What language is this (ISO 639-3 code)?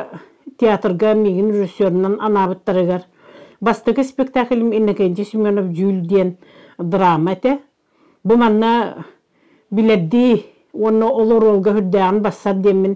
sah